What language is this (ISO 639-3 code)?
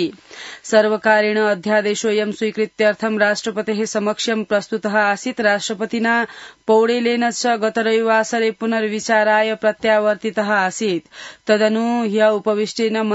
san